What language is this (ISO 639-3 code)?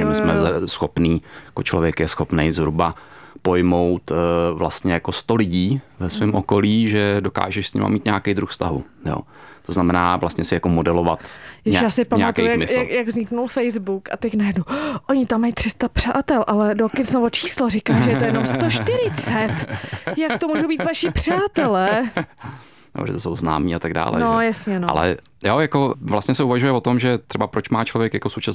ces